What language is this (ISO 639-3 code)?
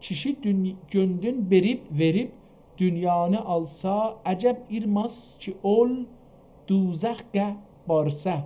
azb